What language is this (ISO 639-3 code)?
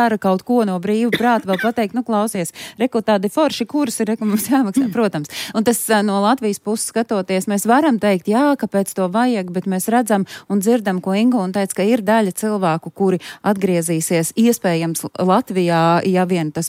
lav